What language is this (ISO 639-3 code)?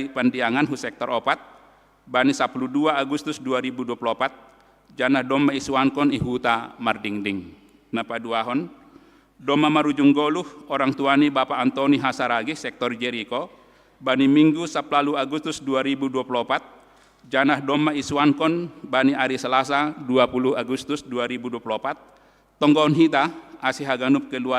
bts